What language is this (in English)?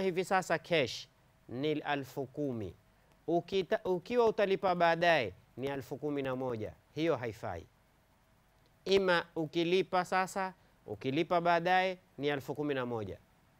Swahili